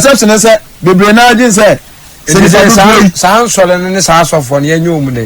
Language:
Akan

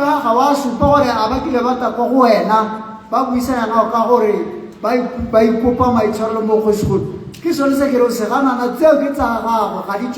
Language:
Tswana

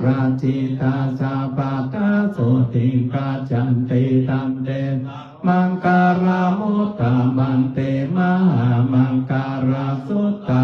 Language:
Pali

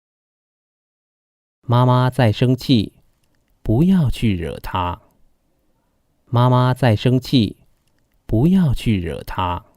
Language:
Hakka Chinese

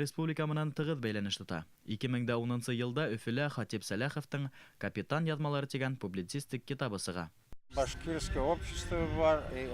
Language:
Bashkir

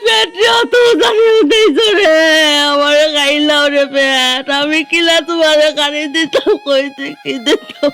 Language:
Sylheti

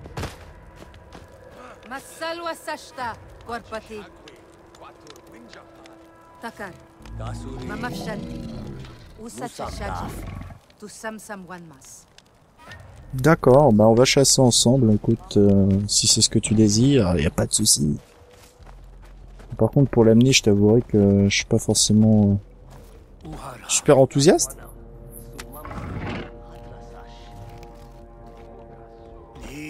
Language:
French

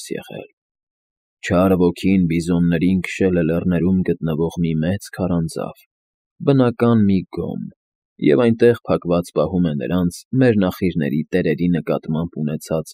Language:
Armenian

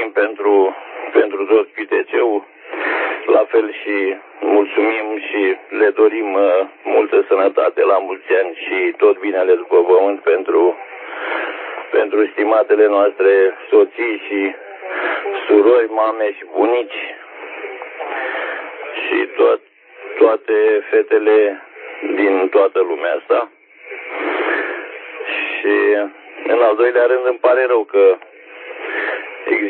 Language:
Romanian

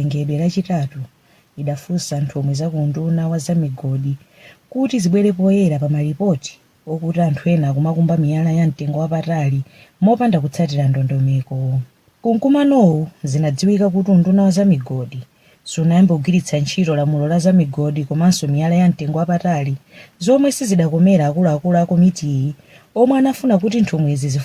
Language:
Nyanja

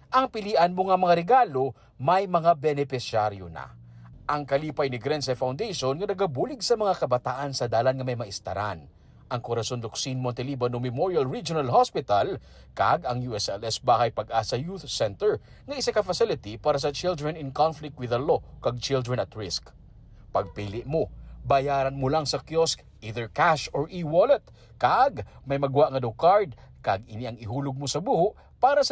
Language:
Hiligaynon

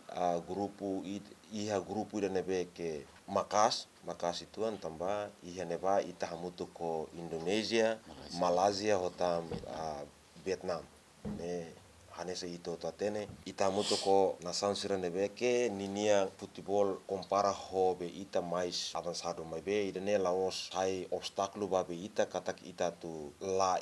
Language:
Tetum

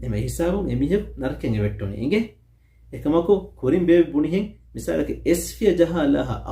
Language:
Divehi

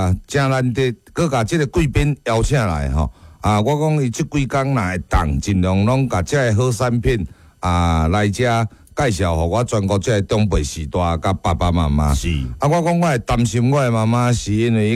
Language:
Min Nan Chinese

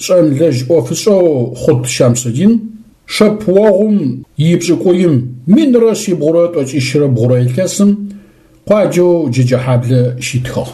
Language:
Adyghe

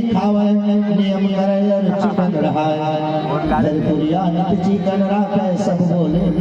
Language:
Chhattisgarhi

